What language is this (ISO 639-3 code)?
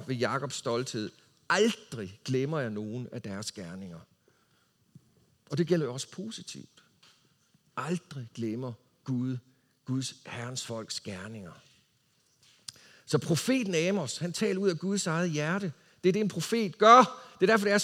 dan